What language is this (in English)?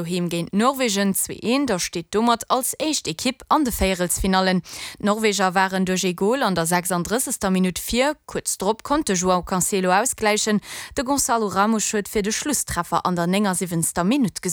Luxembourgish